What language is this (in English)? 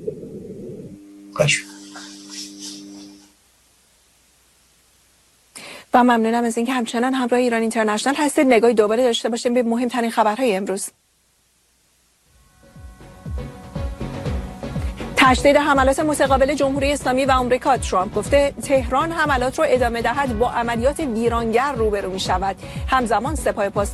Persian